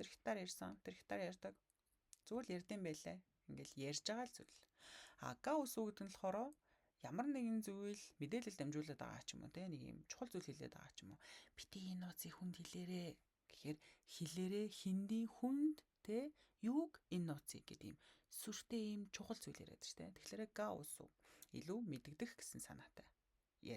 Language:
Mongolian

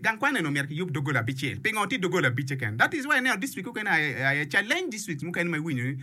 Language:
Acoli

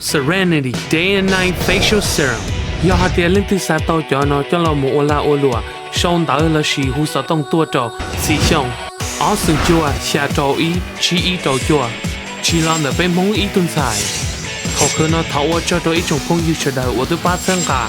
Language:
Hmong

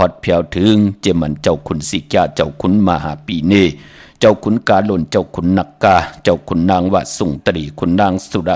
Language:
Shan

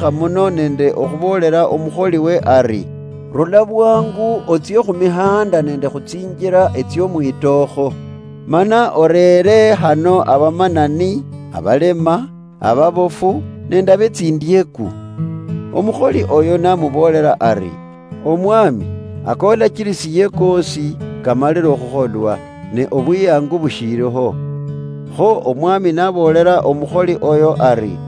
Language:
Luyia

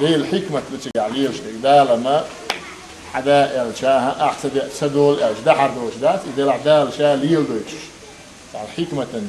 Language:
Chechen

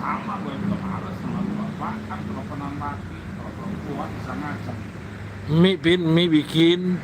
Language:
Betawi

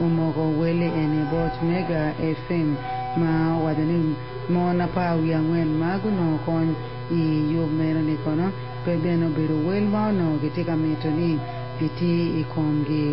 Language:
Acoli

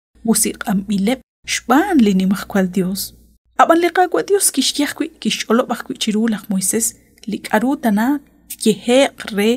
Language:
Kekchí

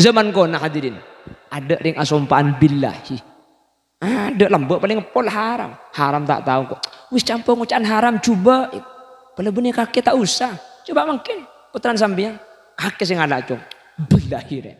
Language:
Madurese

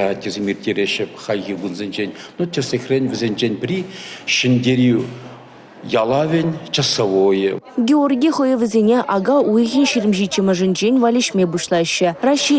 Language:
Chuvash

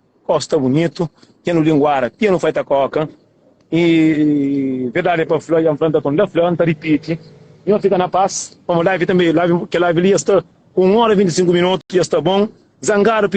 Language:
Kabuverdianu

